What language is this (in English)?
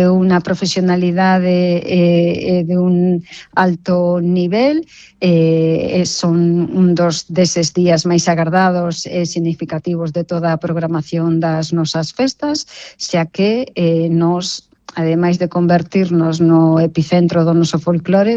Galician